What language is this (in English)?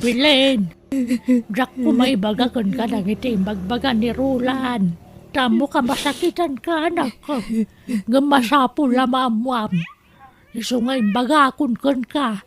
Iloko